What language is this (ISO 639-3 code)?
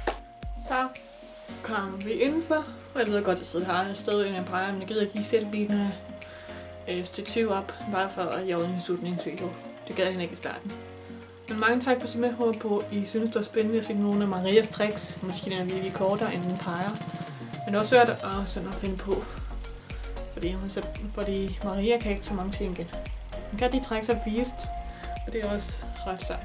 dan